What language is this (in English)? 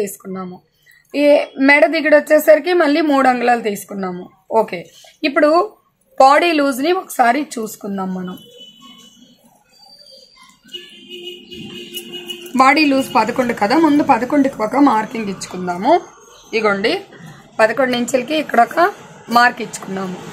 Telugu